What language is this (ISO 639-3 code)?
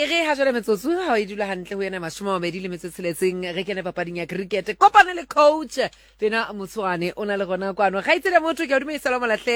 sot